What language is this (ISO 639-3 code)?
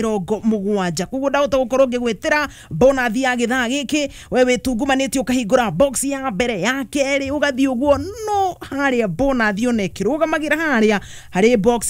kik